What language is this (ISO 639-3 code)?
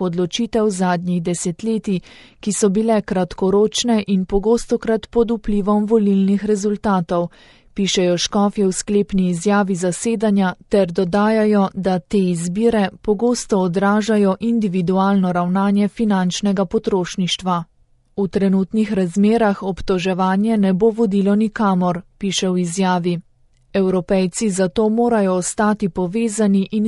slv